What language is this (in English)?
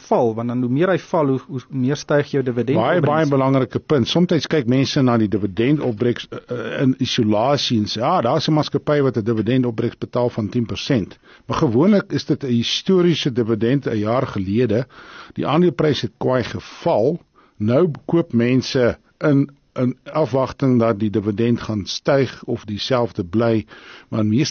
Afrikaans